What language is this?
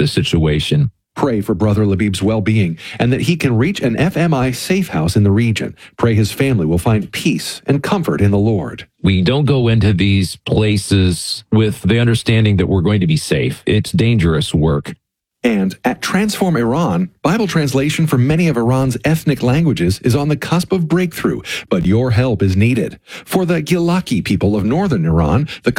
English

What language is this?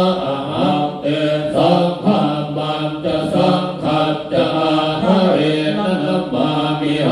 Pali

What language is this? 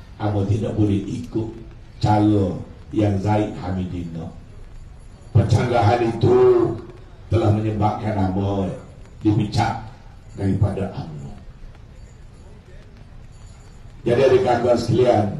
Malay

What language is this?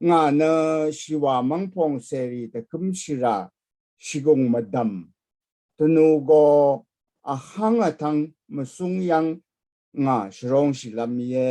Rawang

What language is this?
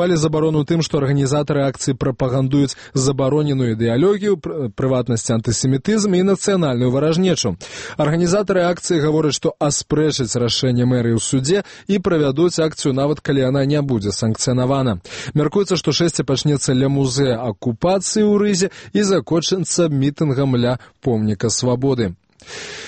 Belarusian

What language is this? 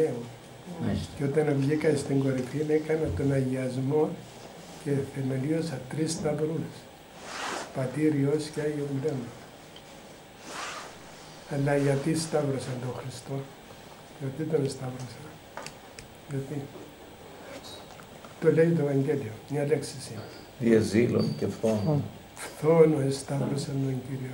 Greek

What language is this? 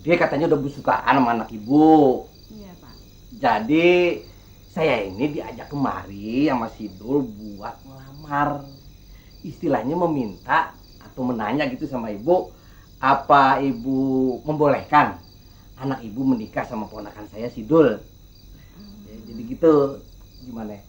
Betawi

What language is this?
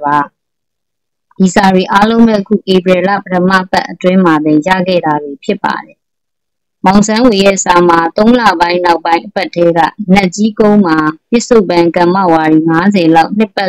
Burmese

